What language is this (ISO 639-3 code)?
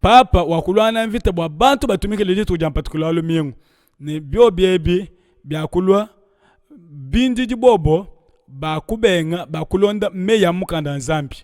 lua